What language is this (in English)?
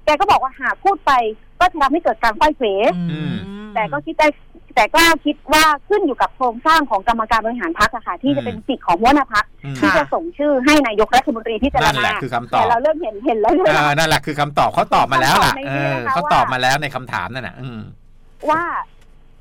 Thai